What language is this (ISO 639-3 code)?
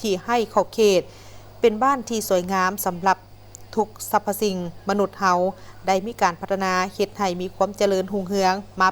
lao